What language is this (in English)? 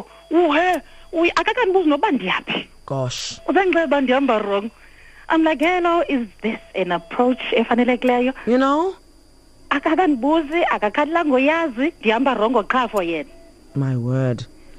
Xhosa